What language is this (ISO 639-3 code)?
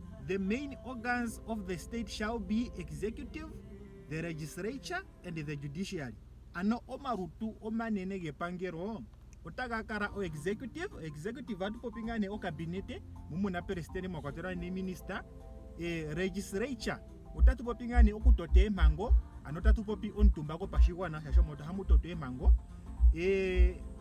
ndo